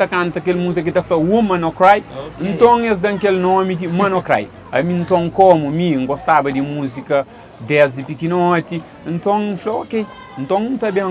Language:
Kabuverdianu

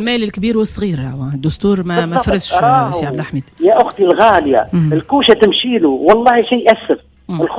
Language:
Tunisian Arabic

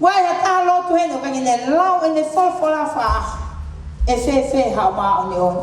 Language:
Tongan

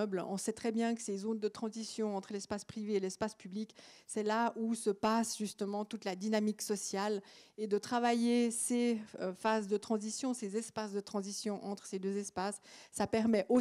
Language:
French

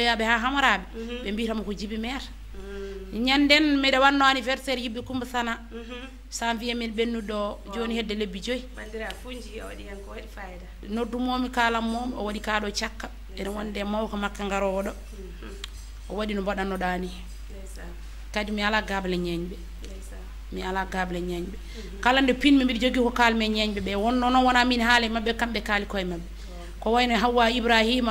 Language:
Fula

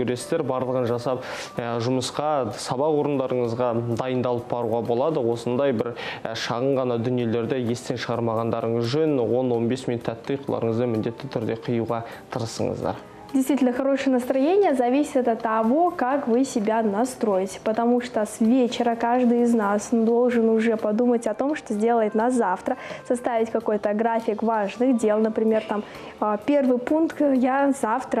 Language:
Kazakh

